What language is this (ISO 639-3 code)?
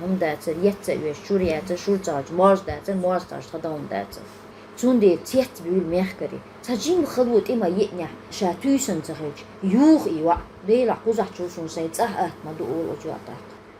che